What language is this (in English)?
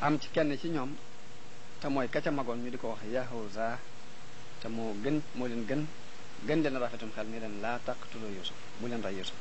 Wolof